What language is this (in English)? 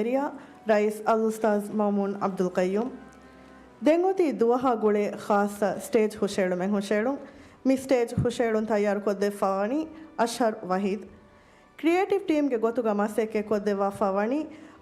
Divehi